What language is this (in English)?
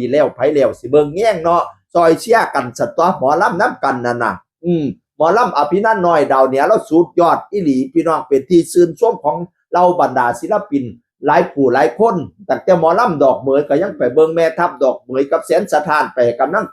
Northeastern Thai